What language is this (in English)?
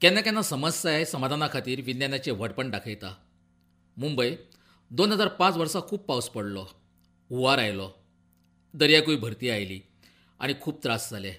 Konkani